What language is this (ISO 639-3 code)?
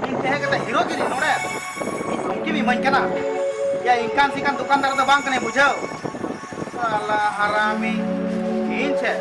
sat